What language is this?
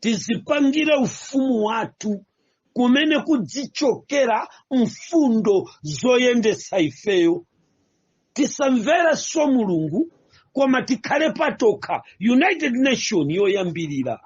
Nyanja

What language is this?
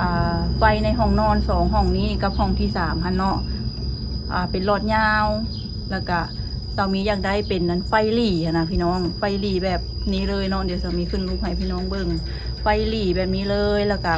Lao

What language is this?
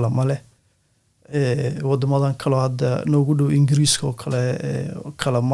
Somali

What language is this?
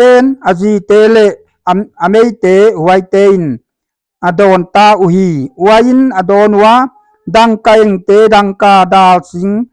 Paite Chin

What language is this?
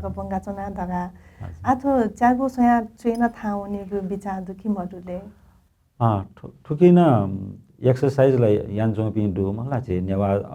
Newari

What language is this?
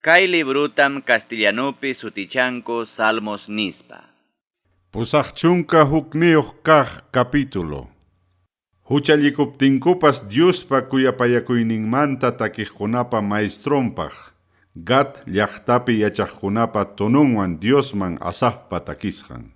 Ayacucho Quechua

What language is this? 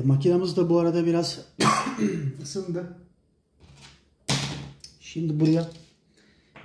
Turkish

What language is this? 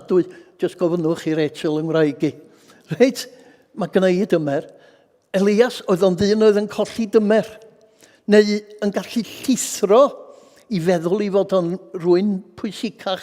Welsh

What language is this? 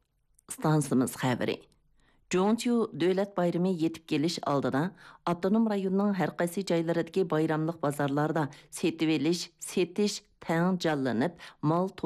Uyghur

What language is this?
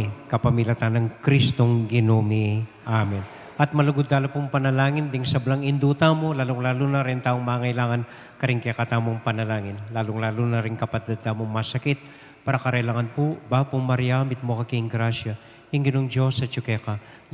Pampanga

